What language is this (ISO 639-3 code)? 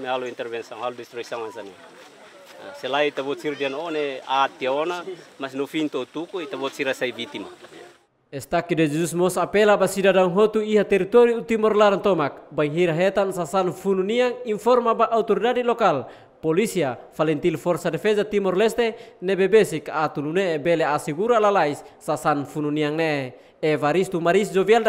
tet